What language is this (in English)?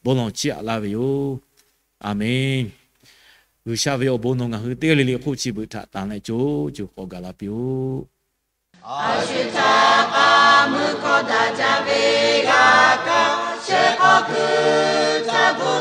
Lahu